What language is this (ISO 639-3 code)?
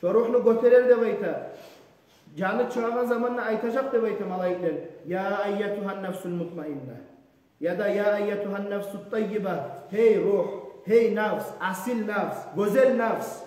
kum